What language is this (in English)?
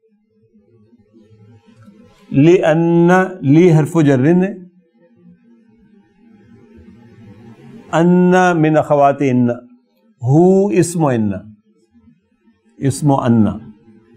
Urdu